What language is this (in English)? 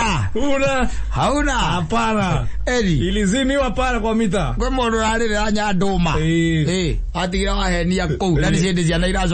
Kikuyu